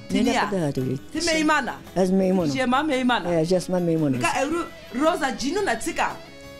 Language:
Zaza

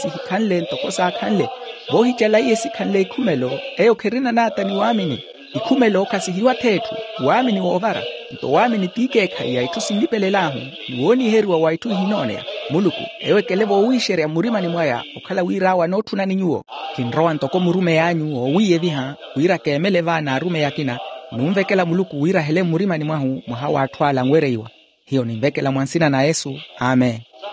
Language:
Makhuwa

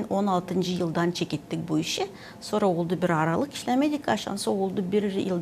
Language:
Gagauz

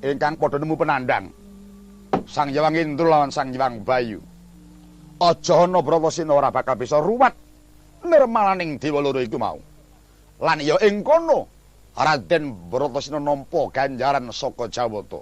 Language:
Javanese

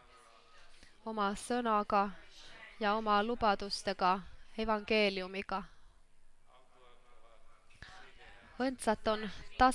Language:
Estonian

